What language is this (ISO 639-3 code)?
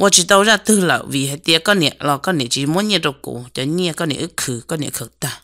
hmn